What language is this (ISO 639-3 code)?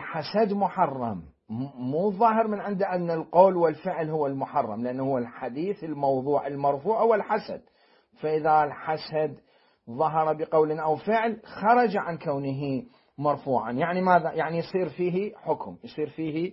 acm